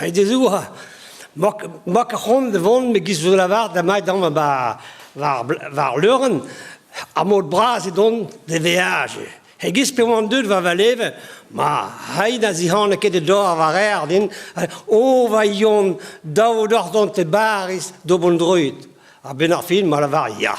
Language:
Breton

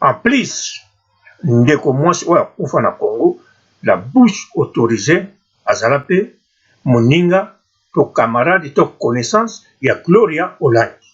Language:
Lingala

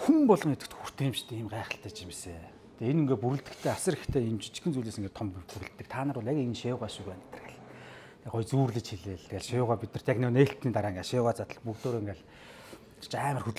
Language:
Mongolian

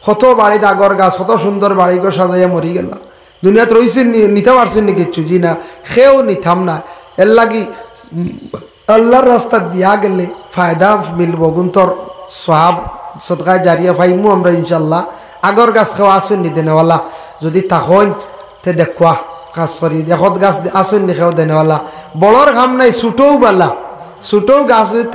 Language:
Sylheti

